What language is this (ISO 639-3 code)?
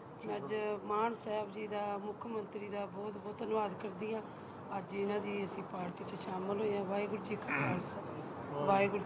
pan